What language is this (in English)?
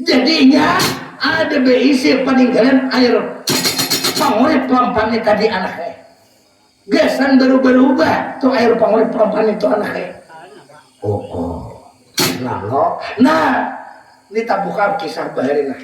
Banjar